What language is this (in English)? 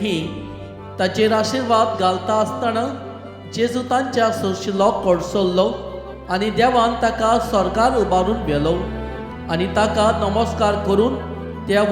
Konkani